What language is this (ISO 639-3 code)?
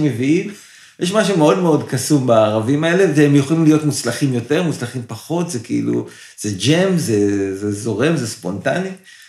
heb